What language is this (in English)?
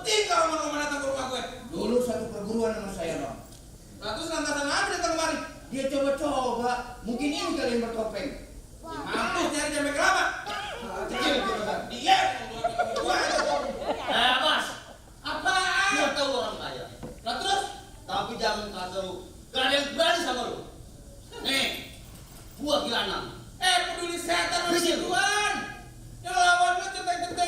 Betawi